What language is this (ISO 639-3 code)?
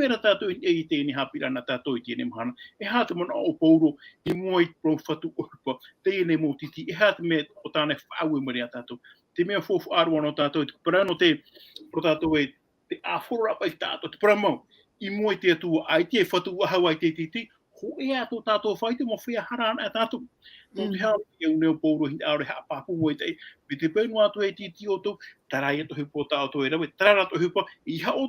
tah